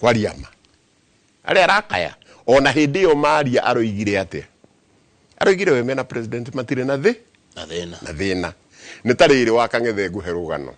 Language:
Kikuyu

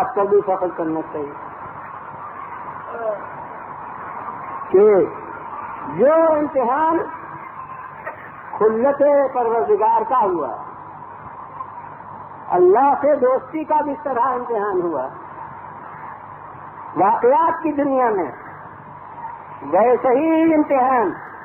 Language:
Urdu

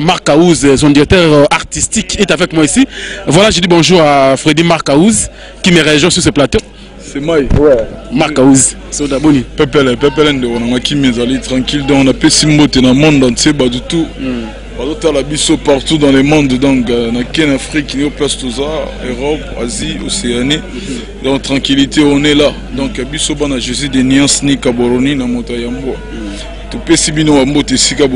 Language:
Lingala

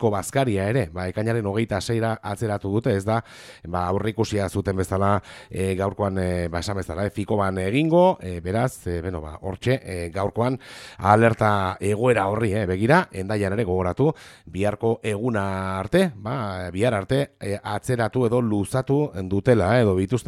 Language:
Basque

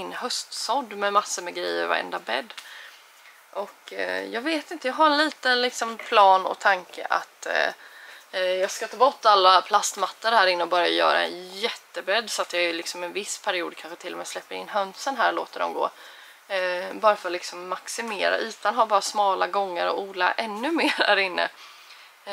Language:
Swedish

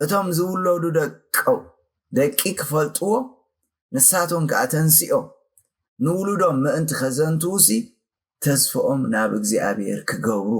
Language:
Tigrinya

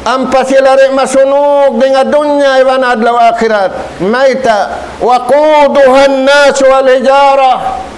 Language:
Tausug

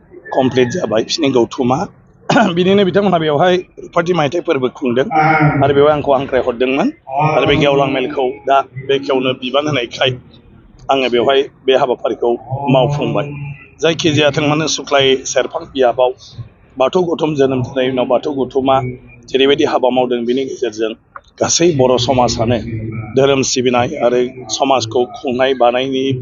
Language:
Bodo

